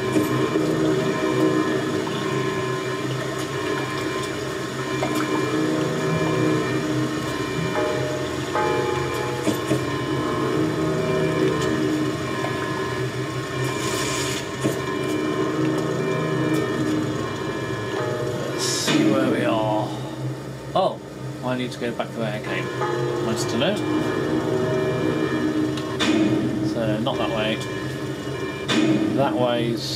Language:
English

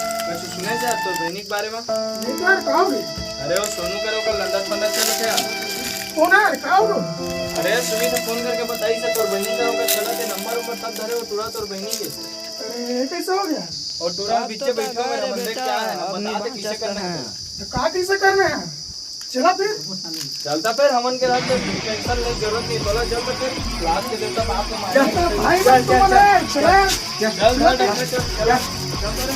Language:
Chhattisgarhi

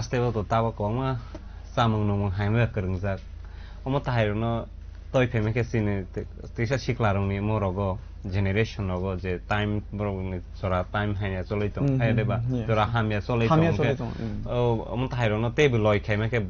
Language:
Kok Borok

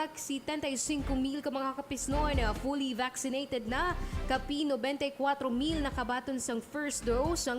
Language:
Hiligaynon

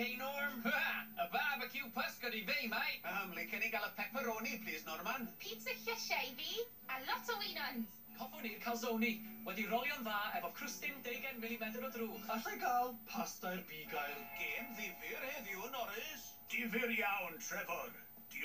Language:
Welsh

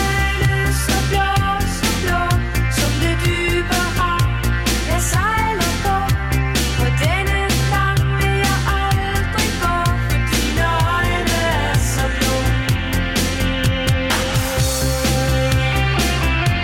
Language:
Danish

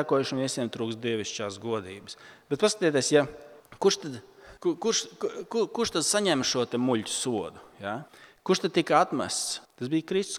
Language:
Latvian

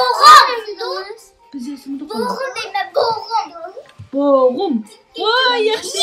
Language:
Uyghur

